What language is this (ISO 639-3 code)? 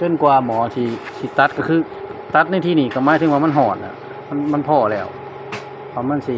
tts